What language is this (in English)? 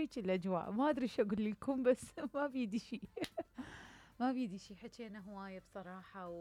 Mesopotamian Arabic